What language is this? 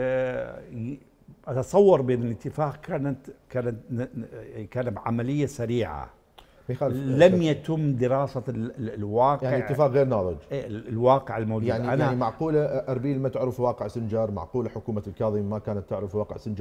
Mesopotamian Arabic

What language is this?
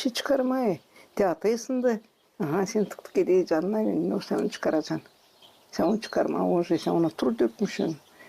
Gagauz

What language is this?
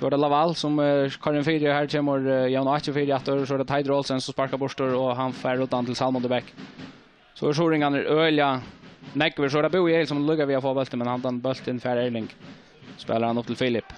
Faroese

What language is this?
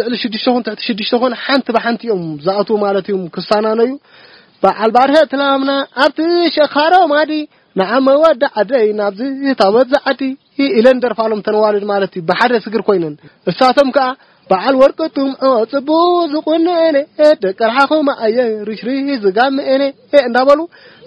Tigrinya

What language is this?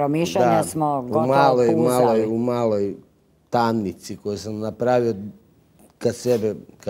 Croatian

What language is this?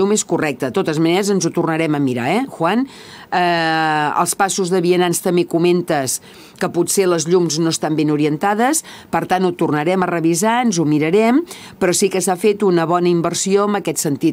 Catalan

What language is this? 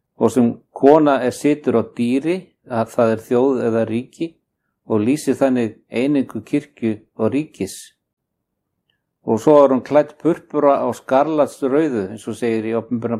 Icelandic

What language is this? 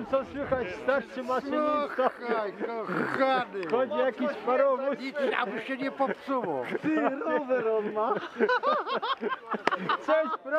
Polish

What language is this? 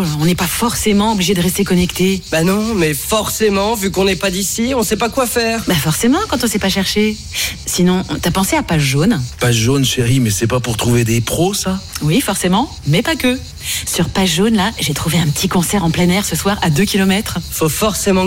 French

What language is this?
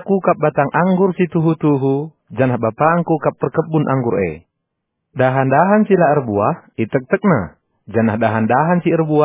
Batak Karo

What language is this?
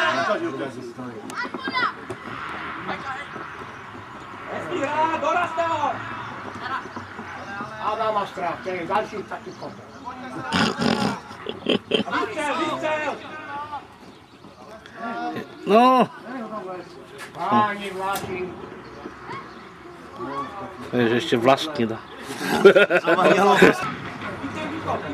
Czech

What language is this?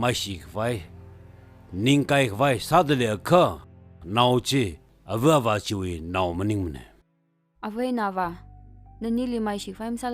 Tangkhul Naga (India)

